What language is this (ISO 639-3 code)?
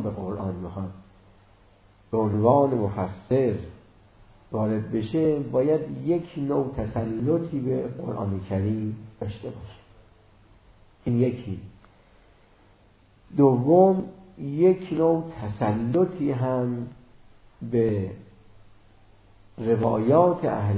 fas